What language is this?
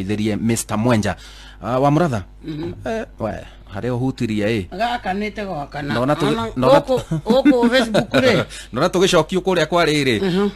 Kikuyu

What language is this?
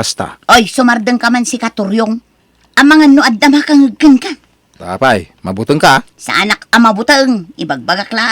Iloko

